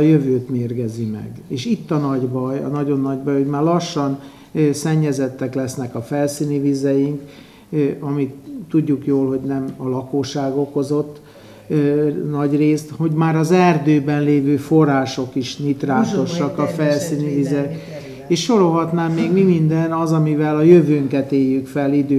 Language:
Hungarian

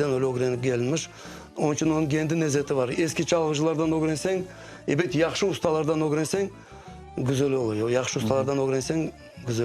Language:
Crimean Tatar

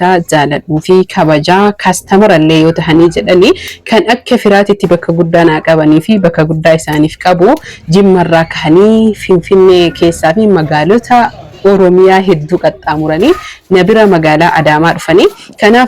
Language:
Oromo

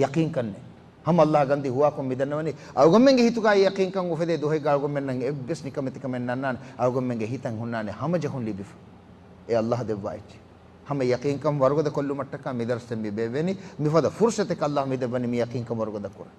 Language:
Divehi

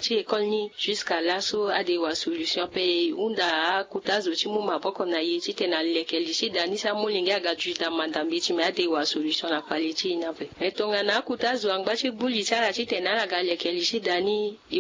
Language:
Sango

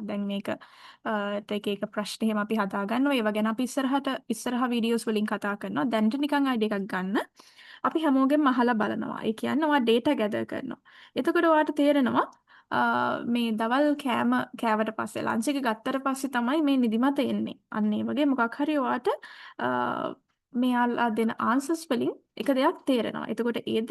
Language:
Sinhala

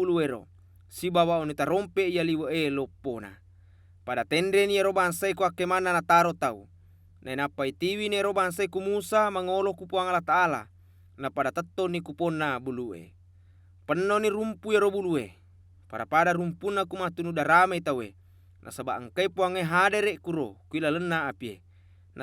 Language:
Buginese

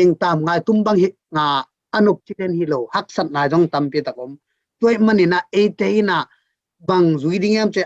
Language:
Tedim Chin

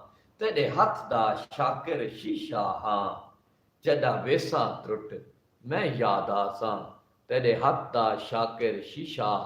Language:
Saraiki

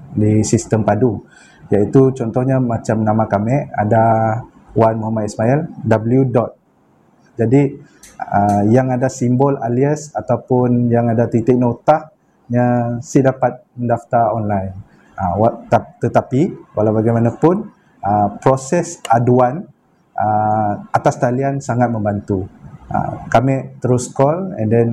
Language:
Malay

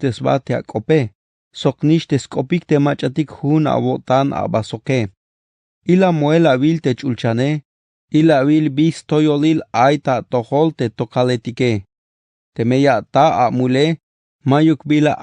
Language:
Tzeltal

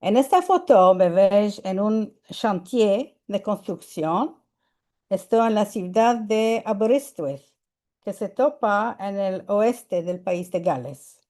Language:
Ladino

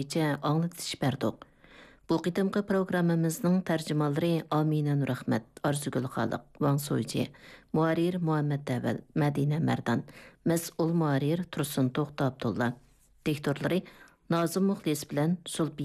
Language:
Uyghur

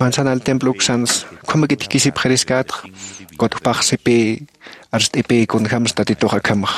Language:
Aymara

